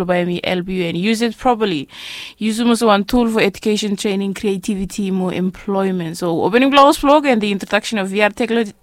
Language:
Bislama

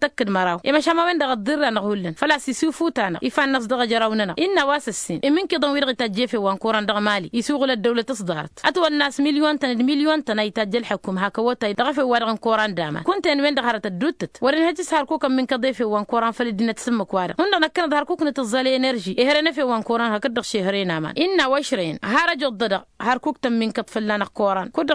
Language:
Tamasheq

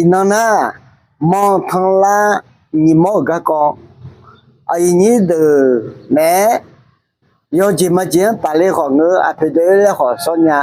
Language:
Akha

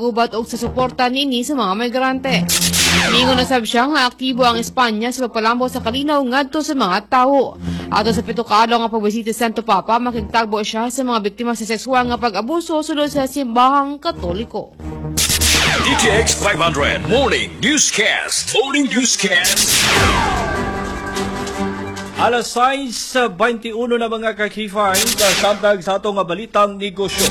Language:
Cebuano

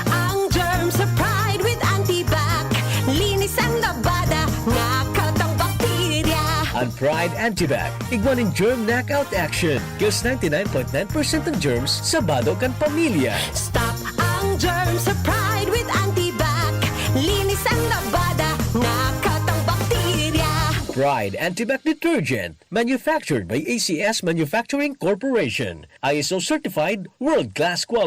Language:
Bikol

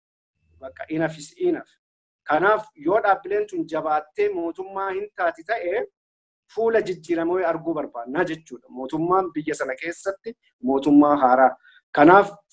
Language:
Oromo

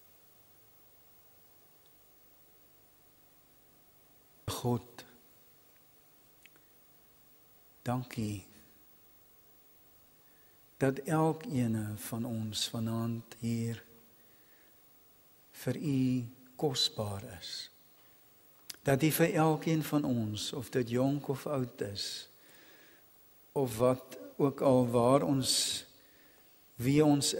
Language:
Afrikaans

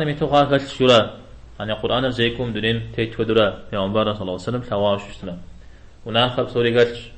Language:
Kabardian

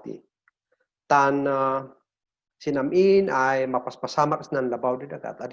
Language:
Kankanaey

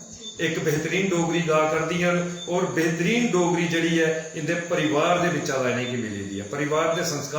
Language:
Dogri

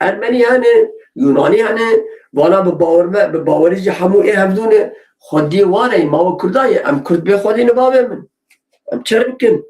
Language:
Kurdish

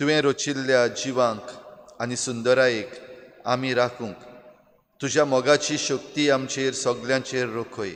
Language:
Konkani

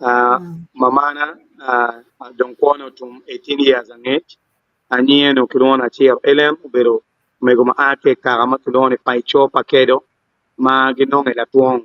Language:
Acoli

